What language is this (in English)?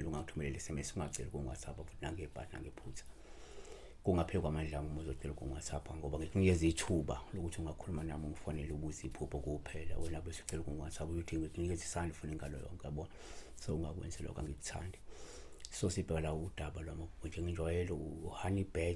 Zulu